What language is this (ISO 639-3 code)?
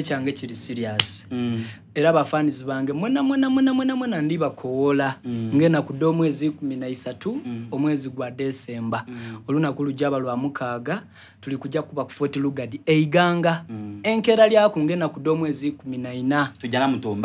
xog